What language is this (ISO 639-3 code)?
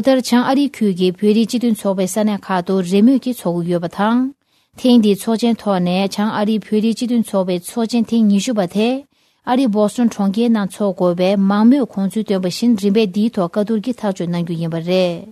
bod